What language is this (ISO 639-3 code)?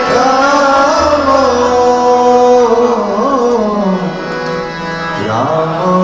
rus